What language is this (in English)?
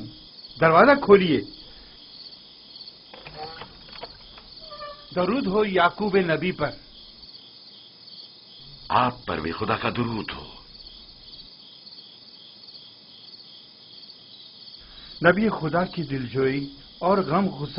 Urdu